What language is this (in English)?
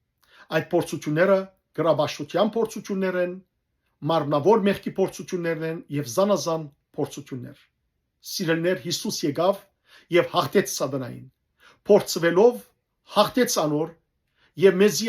Western Armenian